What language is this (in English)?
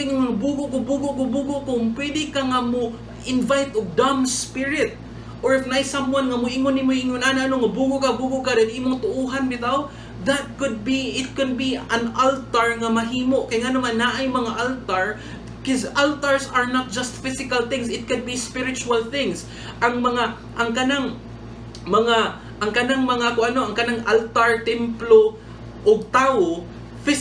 Cebuano